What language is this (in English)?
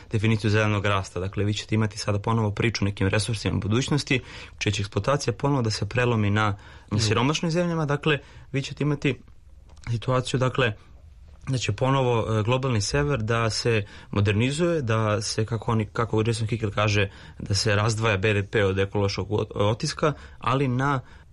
Serbian